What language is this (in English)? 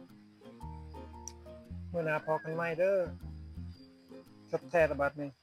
Lao